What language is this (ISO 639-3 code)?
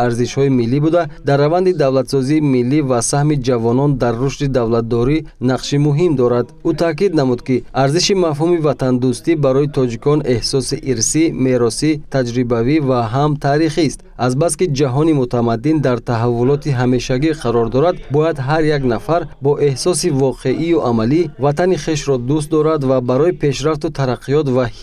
tgk